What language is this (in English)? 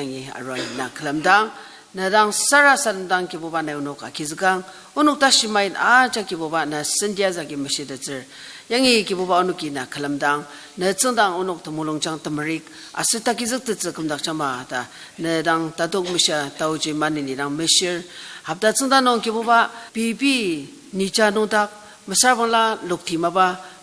Ao Naga